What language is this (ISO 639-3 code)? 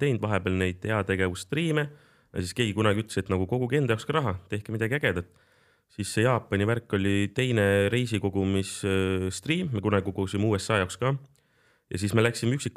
est